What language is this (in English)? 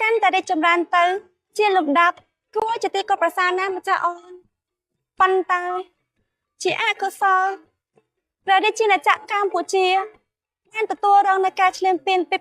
Khmer